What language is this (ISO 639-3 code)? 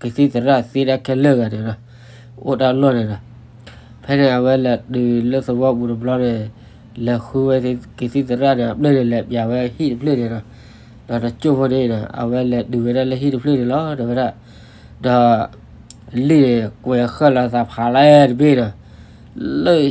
ksw